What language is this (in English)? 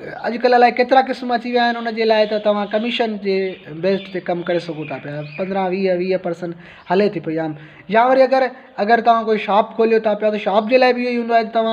Sindhi